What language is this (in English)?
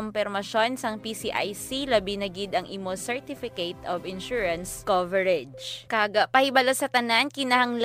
Hiligaynon